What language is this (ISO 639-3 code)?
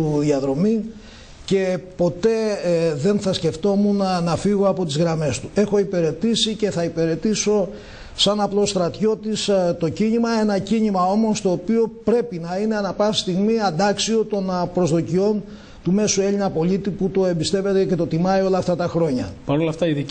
ell